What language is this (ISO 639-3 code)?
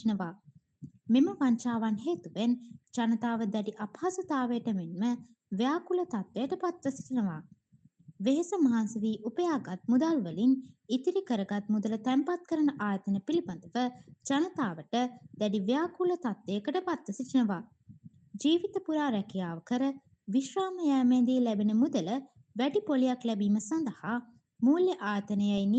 sin